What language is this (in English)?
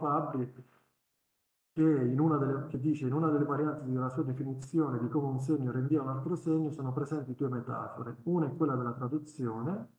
Italian